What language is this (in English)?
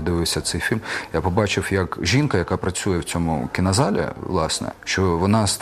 Ukrainian